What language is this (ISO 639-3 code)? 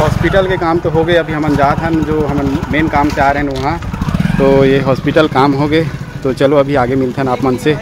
hne